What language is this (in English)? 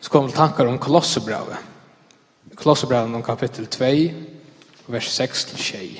Faroese